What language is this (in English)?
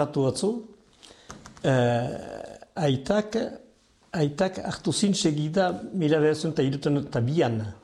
Basque